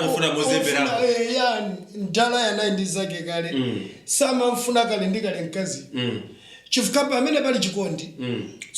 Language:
Nyanja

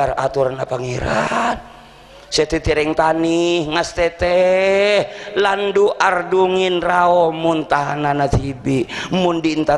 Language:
Madurese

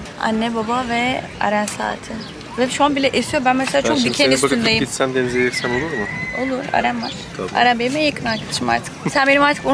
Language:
Turkish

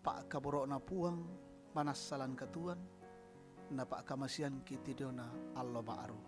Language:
Toraja-Sa'dan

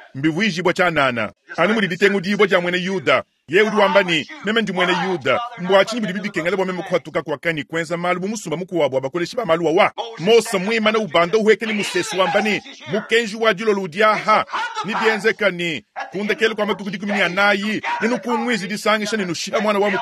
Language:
Luba-Lulua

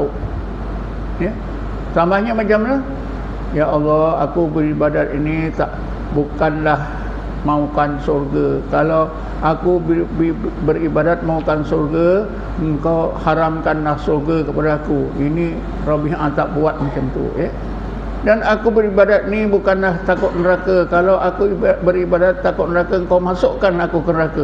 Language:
Malay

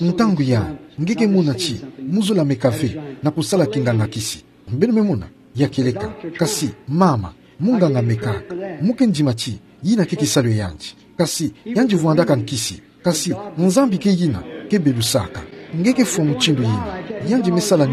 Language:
Kituba (Democratic Republic of Congo)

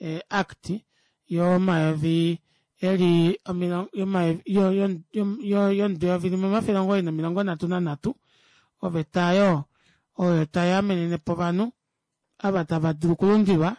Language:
Kuanyama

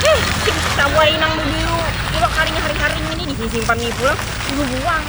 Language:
Banjar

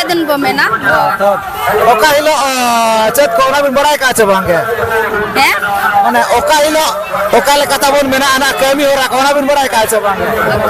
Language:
Santali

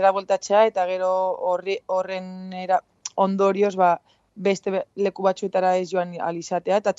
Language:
Basque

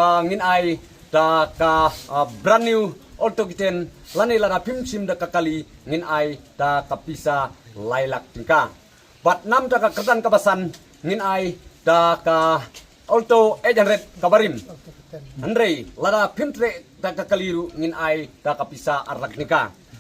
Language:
Khasi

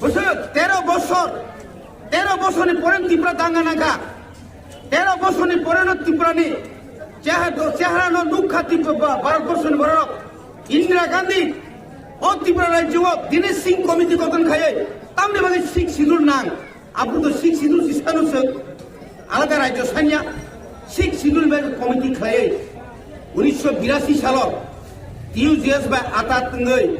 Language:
Kok Borok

